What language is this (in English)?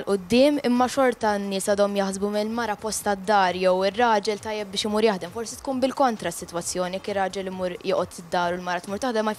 Maltese